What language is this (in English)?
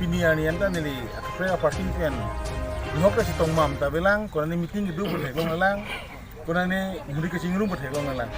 Karbi